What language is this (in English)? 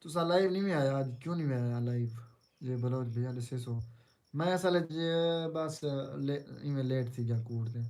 Saraiki